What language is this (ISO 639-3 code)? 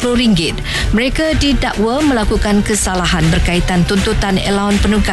msa